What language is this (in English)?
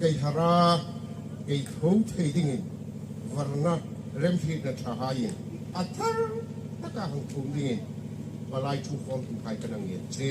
Hmar